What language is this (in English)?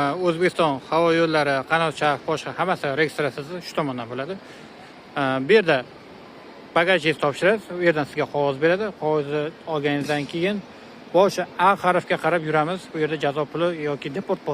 Uzbek